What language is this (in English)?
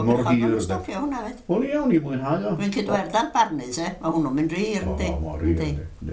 Welsh